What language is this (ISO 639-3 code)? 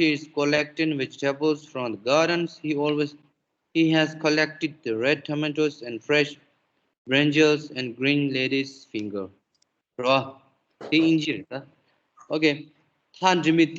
bod